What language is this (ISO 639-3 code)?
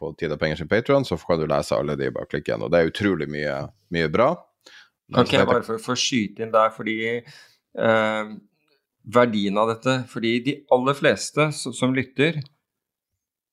nor